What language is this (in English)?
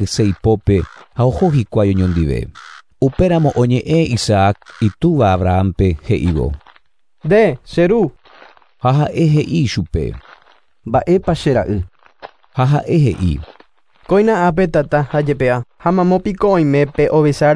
Guarani